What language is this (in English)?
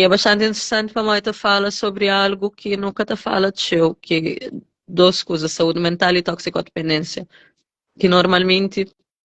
Kabuverdianu